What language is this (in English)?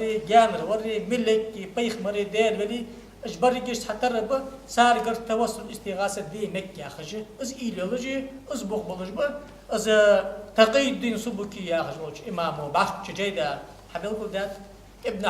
Ingush